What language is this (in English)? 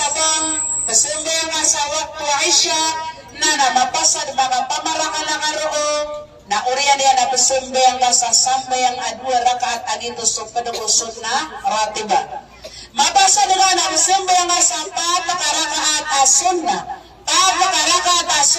Maranao